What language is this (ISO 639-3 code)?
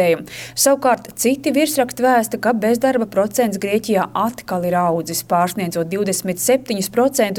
lav